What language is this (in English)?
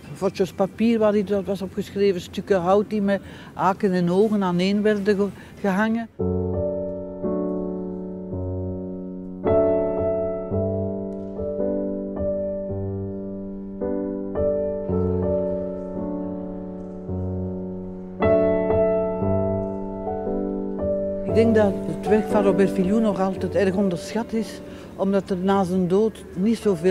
Dutch